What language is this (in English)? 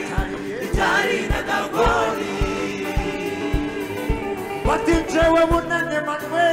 Kinyarwanda